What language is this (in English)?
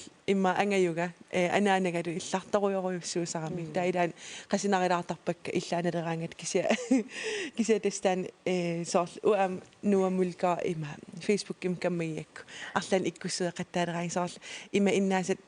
Kalaallisut